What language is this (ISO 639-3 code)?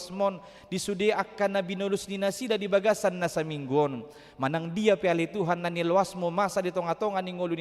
bbc